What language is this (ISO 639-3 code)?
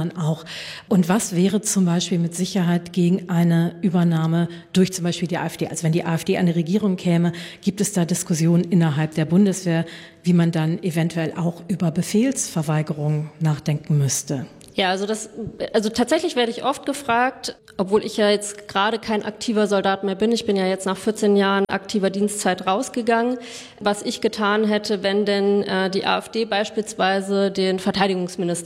deu